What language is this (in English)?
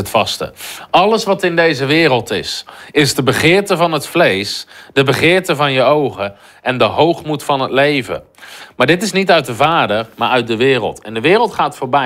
Dutch